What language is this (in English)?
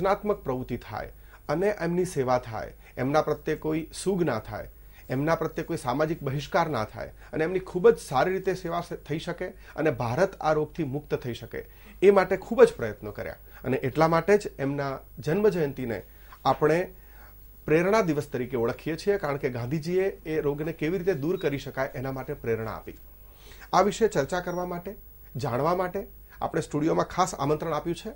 Gujarati